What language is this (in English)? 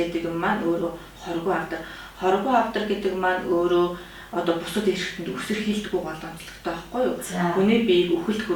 Mongolian